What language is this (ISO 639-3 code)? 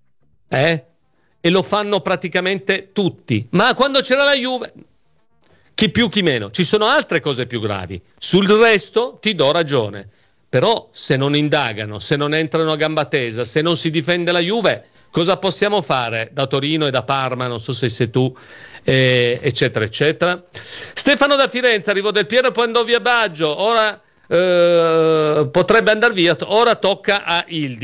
ita